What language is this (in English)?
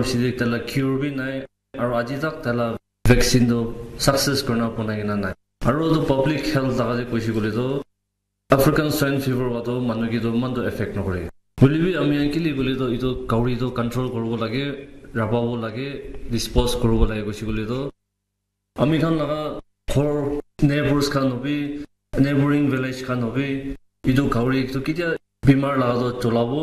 Naga Pidgin